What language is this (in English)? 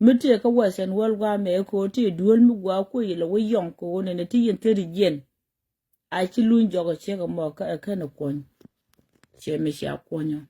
Nuer